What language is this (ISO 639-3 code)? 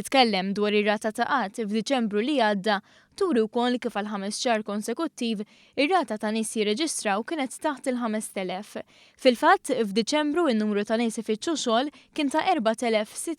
mlt